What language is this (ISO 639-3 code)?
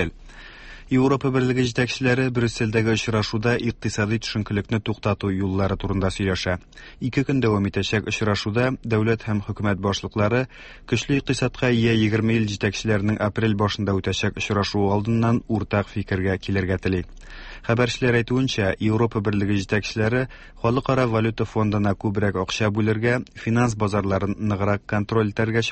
tat